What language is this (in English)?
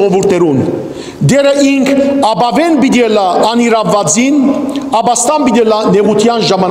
Western Armenian